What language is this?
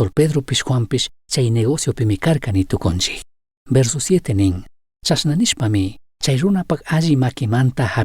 Chimborazo Highland Quichua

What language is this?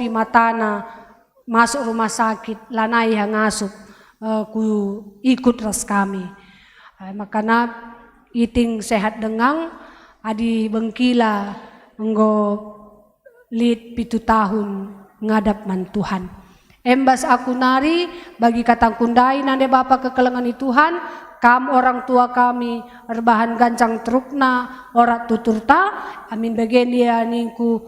Batak Karo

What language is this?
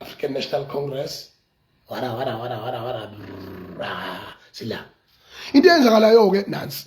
Zulu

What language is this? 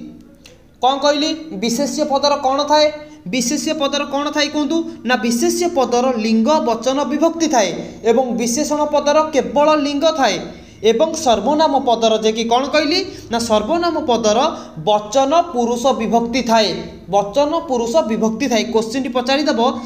Odia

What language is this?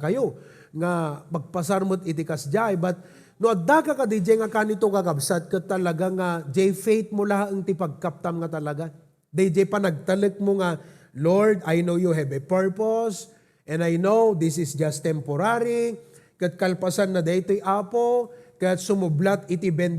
Iloko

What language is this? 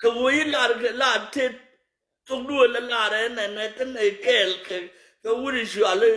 Nuer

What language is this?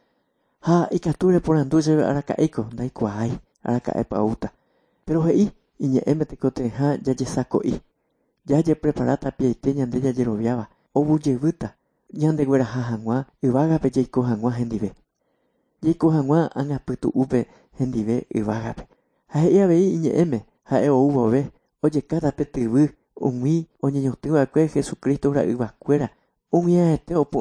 Guarani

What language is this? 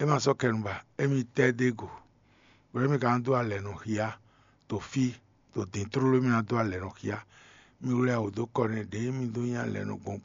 Fon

